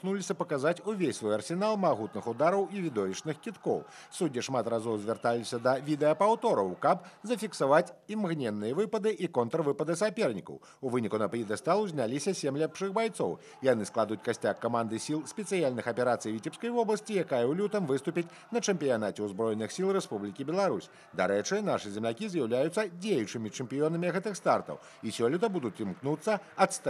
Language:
Belarusian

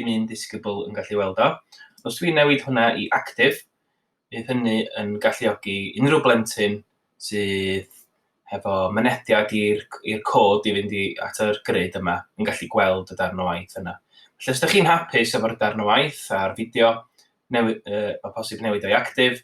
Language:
Welsh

